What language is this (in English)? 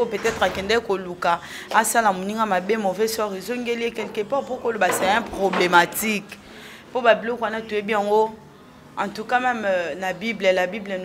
Lingala